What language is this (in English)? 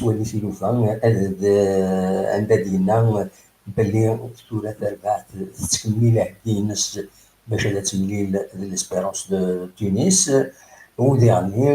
Kabyle